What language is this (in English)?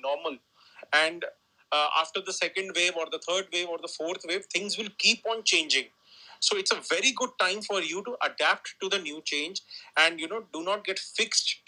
English